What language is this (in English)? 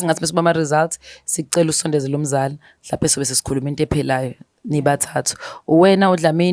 Zulu